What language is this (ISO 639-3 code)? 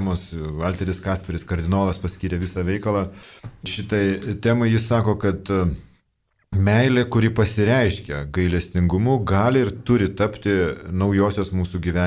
lit